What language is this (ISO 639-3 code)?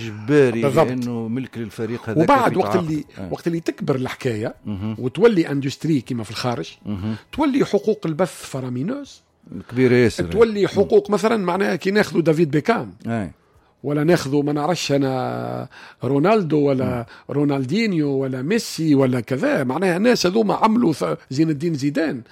aeb